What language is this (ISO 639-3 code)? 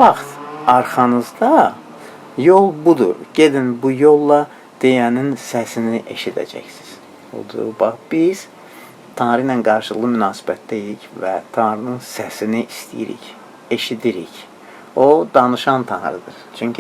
aze